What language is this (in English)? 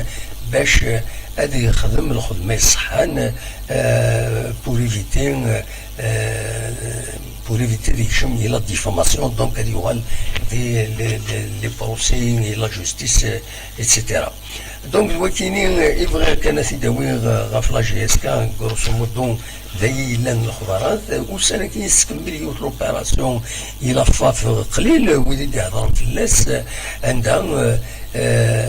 Kabyle